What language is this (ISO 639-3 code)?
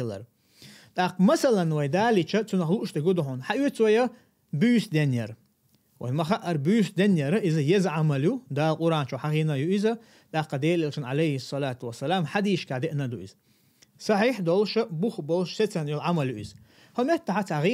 che